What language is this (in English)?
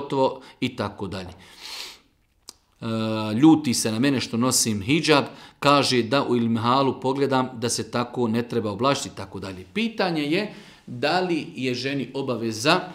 Bosnian